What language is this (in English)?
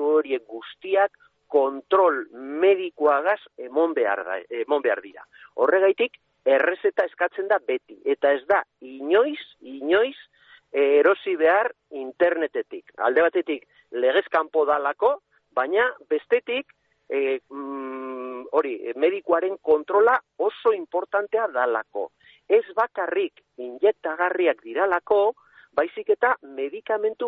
Basque